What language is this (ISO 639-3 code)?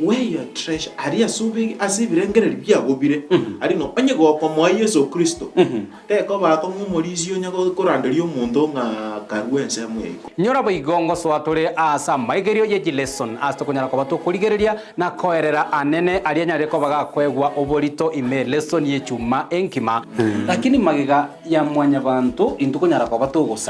guz